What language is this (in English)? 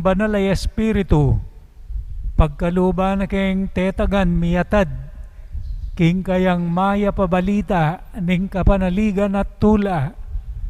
Pampanga